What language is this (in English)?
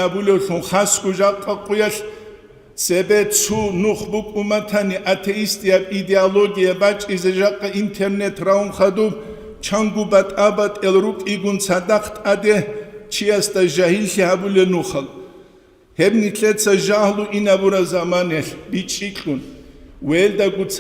Avaric